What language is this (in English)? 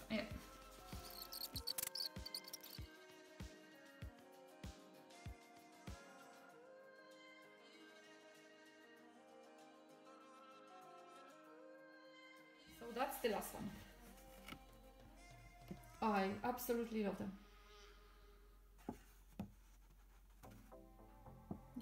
English